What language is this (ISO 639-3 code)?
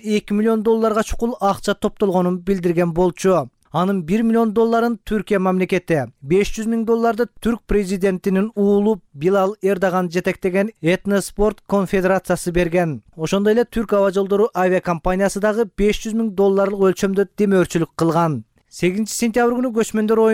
kir